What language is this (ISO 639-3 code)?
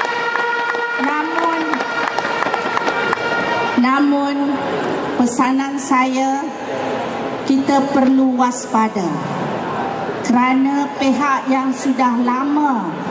msa